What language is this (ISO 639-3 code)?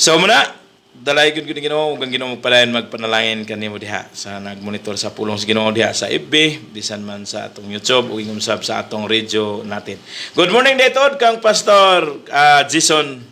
ceb